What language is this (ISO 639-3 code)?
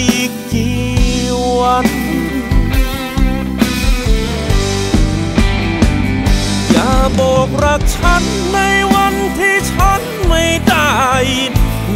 tha